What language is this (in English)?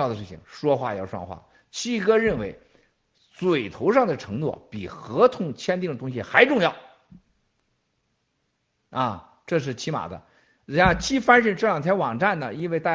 Chinese